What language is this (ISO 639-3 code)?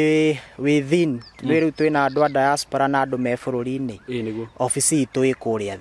kik